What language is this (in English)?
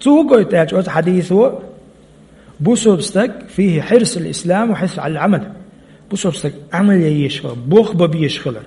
Chechen